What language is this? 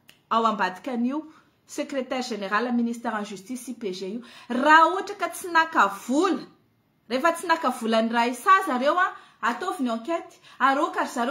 Malagasy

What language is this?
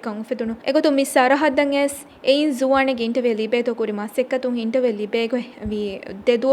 Divehi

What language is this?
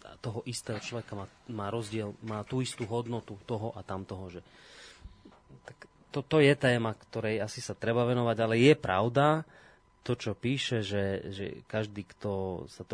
Slovak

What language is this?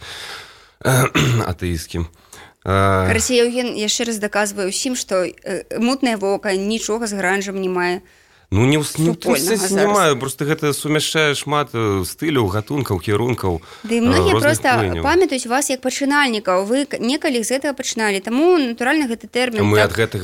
Belarusian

